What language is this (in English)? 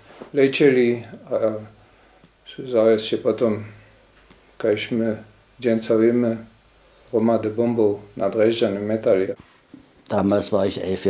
Upper Sorbian